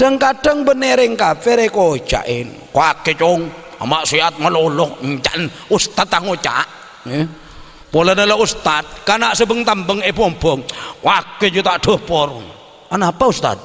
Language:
Madurese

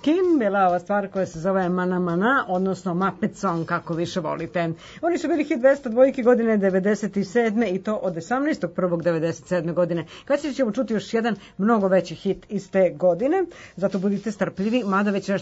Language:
Serbian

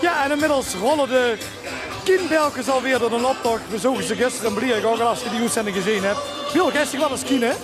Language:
Limburgish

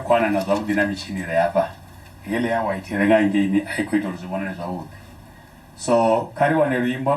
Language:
Venda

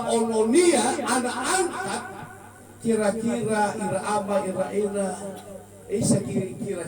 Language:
Nias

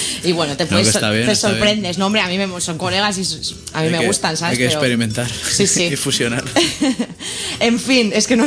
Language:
Spanish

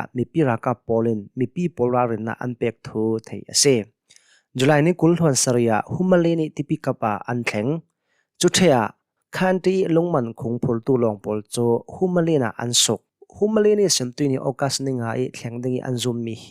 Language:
Hakha Chin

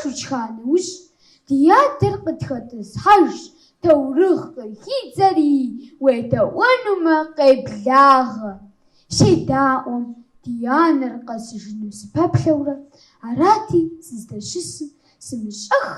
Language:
Kabardian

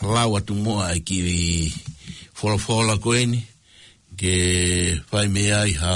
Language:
Tongan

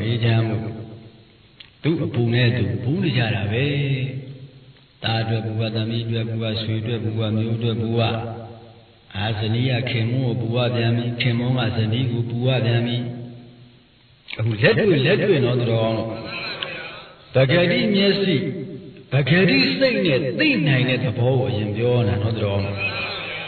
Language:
Burmese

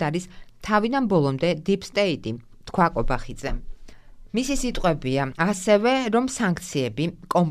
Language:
Georgian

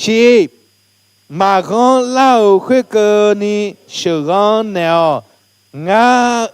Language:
Akha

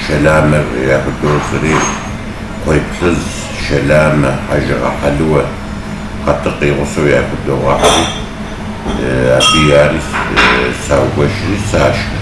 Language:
Kabardian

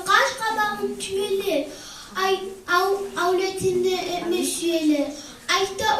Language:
Kumyk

